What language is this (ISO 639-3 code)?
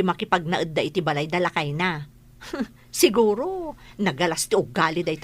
ilo